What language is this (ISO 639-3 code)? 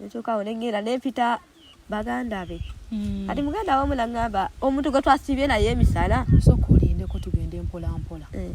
lug